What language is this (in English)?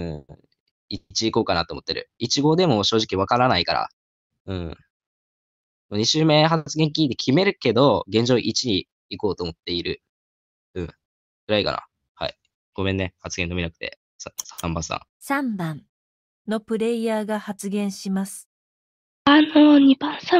Japanese